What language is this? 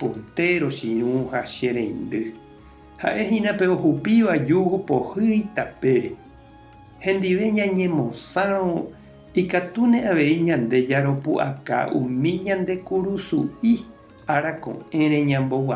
Guarani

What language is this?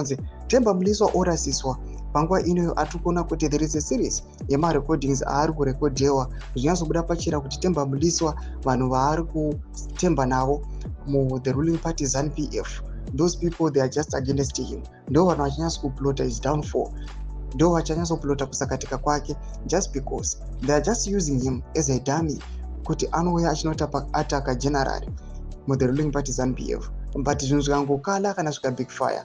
Shona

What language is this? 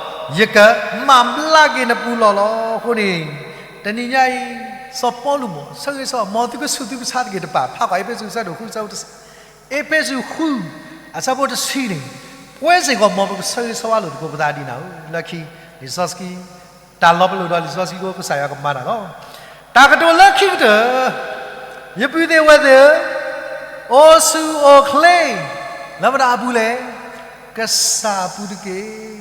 S'gaw Karen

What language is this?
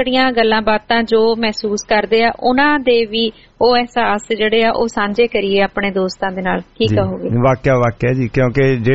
Punjabi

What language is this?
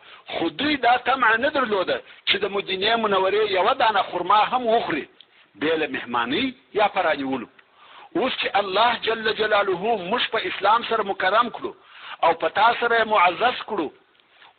Pashto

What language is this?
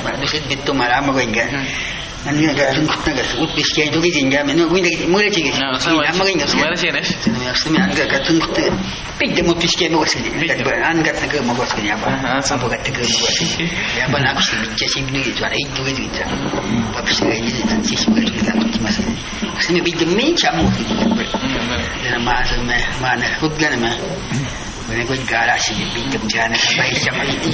Awa-Cuaiquer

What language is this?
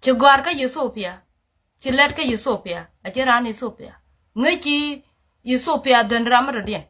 Nuer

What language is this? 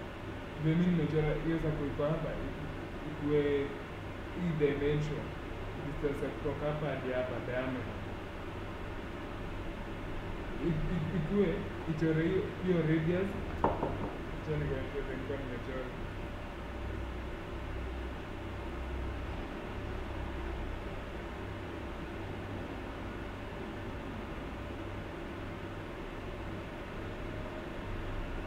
Swahili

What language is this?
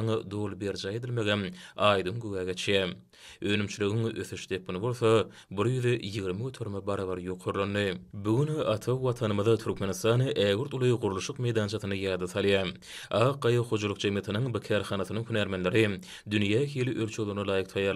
Turkmen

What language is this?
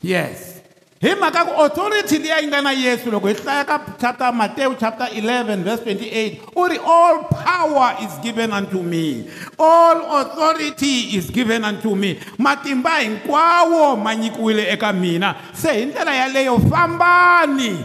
Tsonga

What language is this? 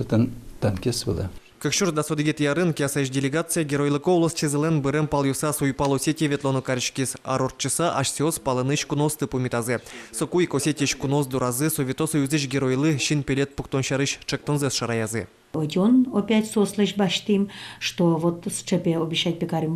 Udmurt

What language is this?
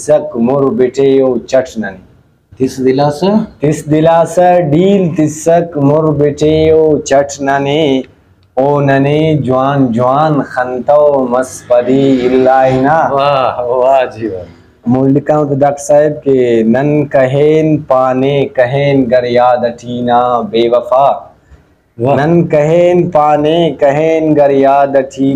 Brahui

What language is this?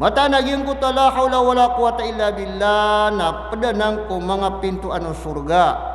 Maranao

